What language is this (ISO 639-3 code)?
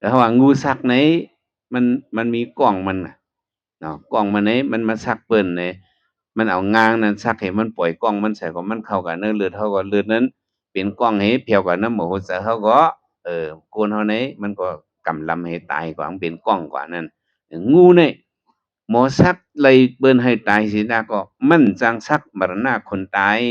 shn